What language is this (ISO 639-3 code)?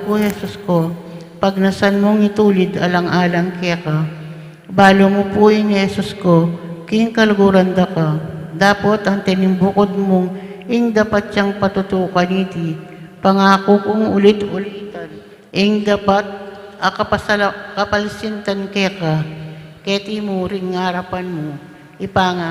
pam